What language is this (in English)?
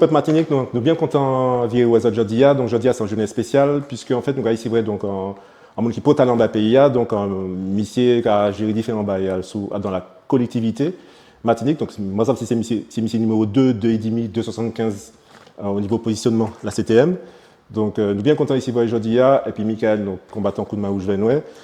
Guadeloupean Creole French